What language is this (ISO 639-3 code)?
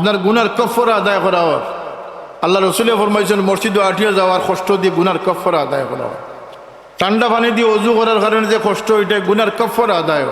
syl